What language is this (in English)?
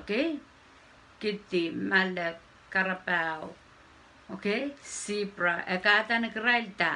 Pohnpeian